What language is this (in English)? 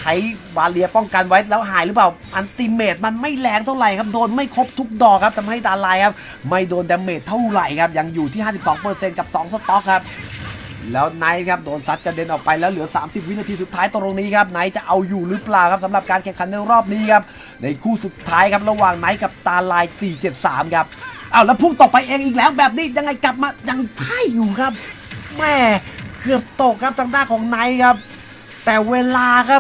Thai